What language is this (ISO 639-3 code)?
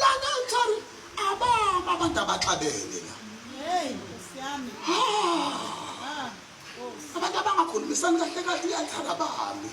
zul